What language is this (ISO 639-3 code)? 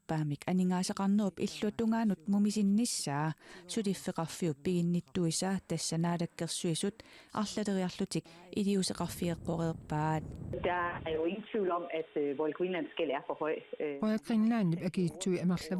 kal